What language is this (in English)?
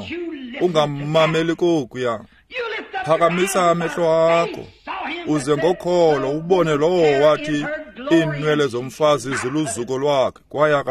Xhosa